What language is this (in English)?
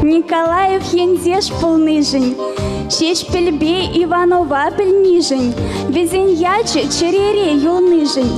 Chuvash